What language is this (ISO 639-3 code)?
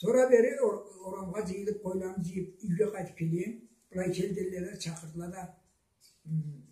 krc